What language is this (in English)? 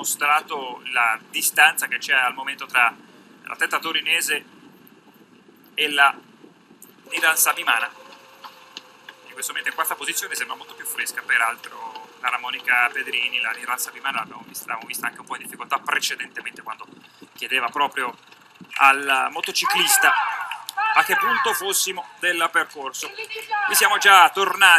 Italian